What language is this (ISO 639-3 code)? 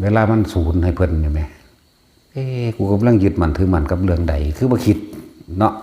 tts